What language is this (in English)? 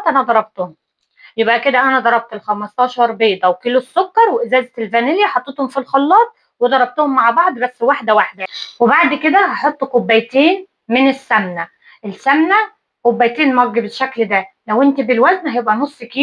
Egyptian Arabic